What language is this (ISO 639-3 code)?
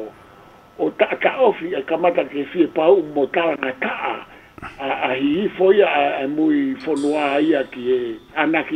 ton